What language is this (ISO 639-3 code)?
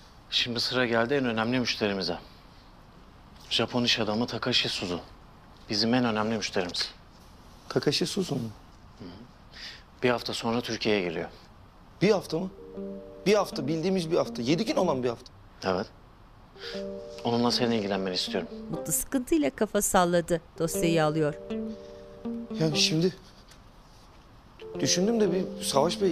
tur